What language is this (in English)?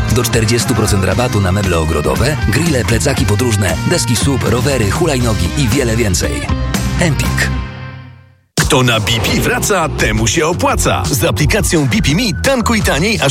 Polish